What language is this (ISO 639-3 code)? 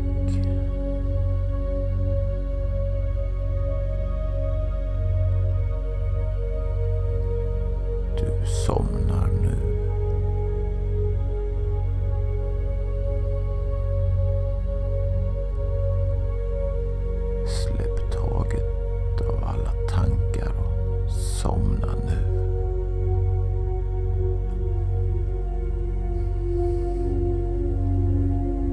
swe